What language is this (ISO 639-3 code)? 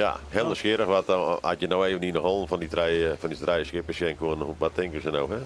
fry